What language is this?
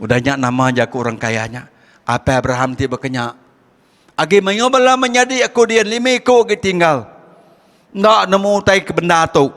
Iban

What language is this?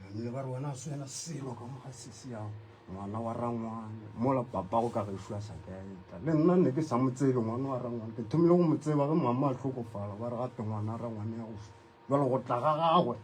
Northern Sotho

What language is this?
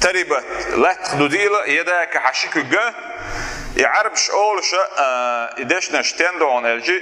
Chechen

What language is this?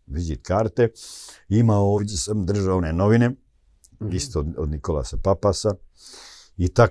Croatian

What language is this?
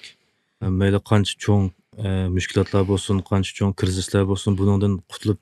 Uyghur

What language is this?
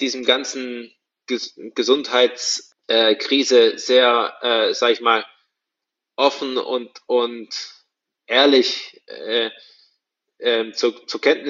German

